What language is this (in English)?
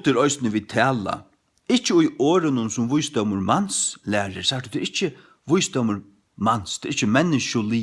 Faroese